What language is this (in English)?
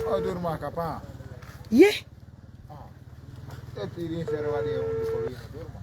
Pular